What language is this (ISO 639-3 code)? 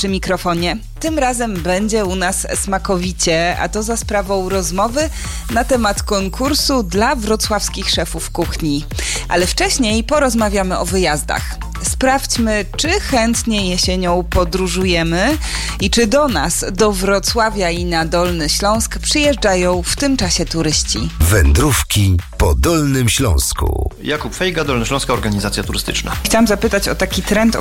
pol